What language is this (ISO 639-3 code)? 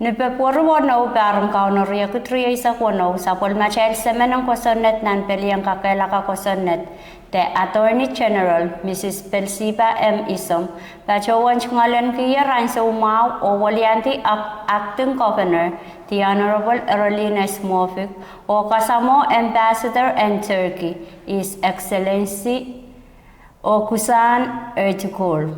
pon